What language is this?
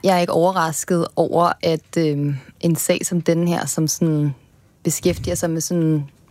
Danish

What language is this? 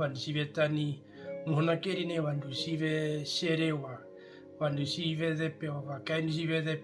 Herero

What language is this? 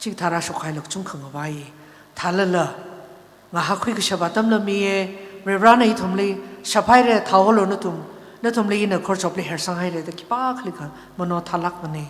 Tangkhul Naga (India)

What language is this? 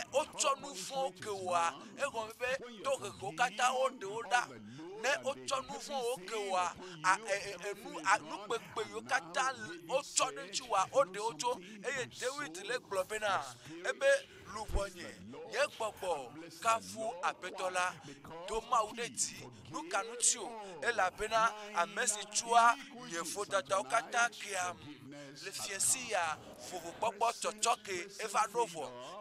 Ewe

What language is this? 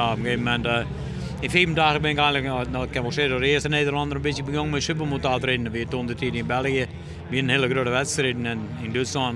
Western Frisian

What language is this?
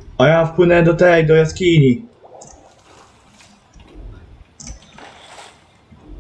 Polish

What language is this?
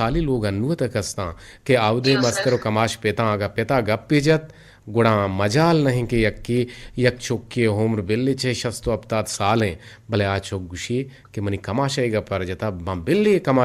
Eastern Balochi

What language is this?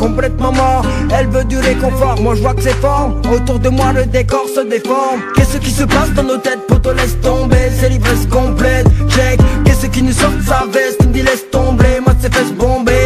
French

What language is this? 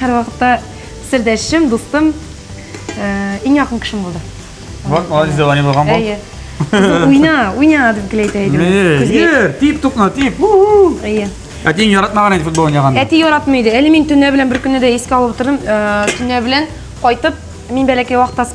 Tatar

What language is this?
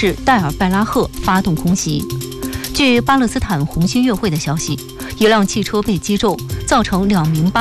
Chinese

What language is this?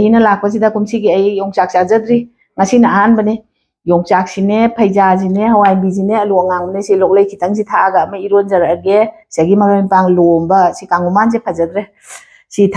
Manipuri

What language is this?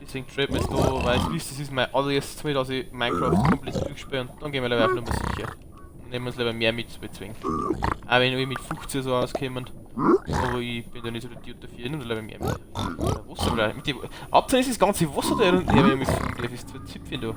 Bavarian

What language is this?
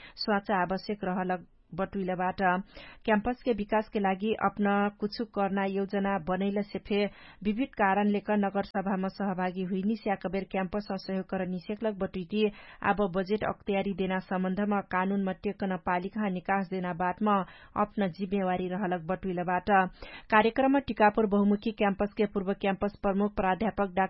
Dangaura Tharu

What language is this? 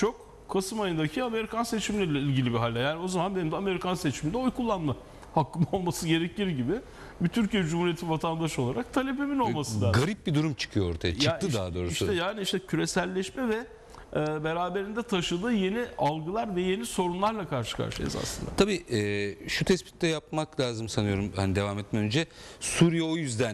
Turkish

